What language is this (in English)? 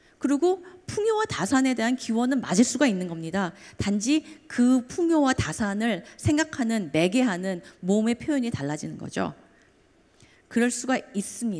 Korean